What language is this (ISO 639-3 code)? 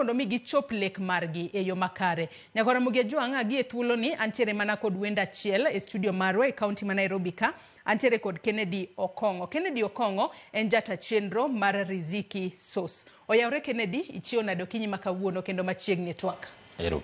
luo